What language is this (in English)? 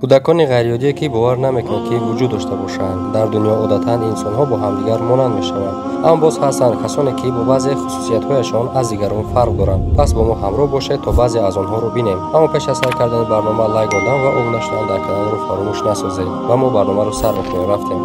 Tajik